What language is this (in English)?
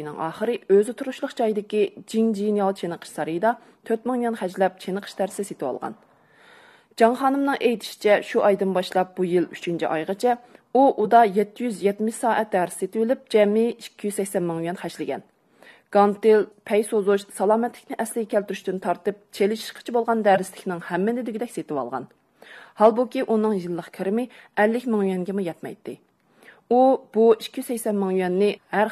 Uyghur